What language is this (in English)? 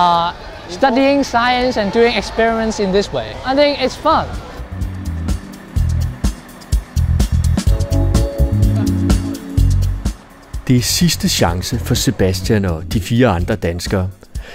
Danish